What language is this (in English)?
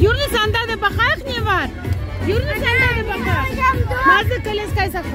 Crimean Tatar